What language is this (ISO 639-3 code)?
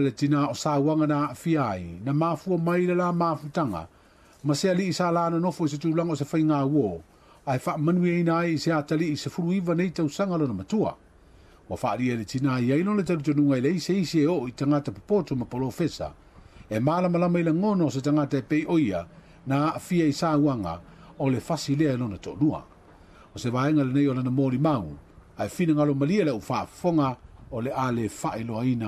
smo